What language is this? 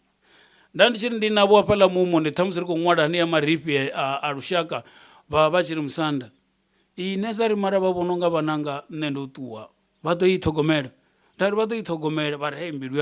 Venda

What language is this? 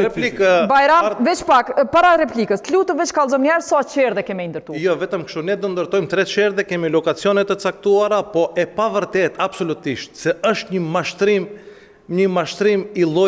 Albanian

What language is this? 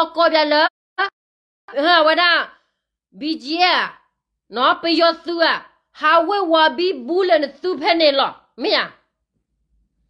S'gaw Karen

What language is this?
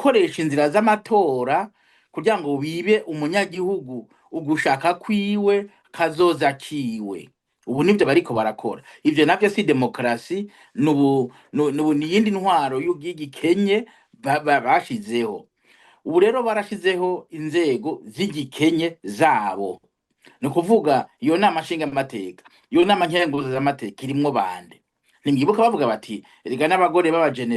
Rundi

